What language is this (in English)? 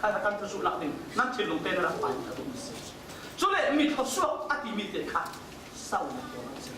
Falam Chin